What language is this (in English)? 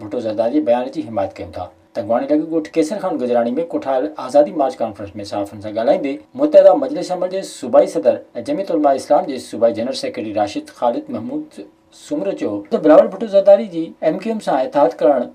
Sindhi